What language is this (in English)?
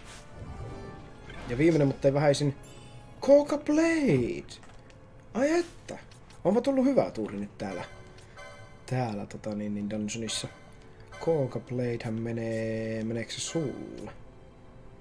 Finnish